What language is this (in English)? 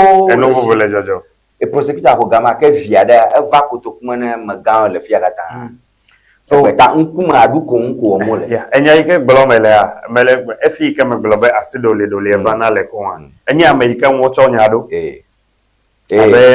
Ewe